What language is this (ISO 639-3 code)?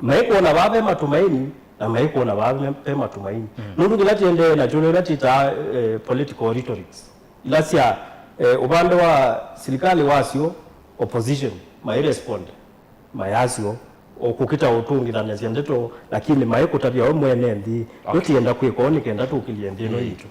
kam